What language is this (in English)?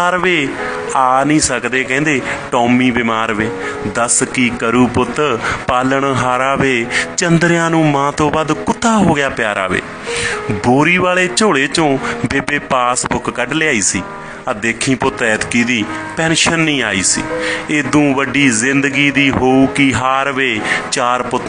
Punjabi